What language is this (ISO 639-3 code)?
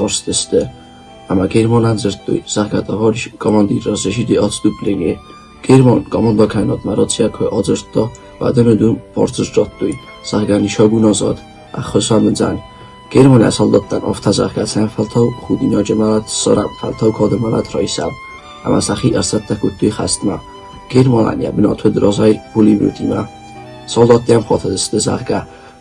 oss